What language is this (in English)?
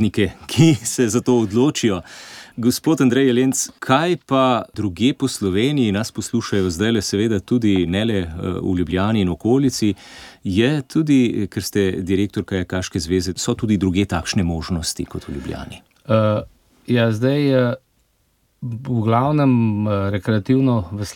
Slovenian